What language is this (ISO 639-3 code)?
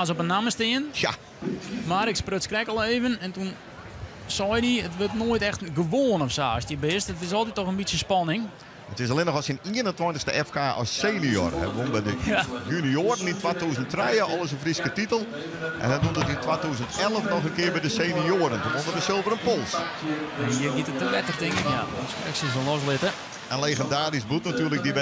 fry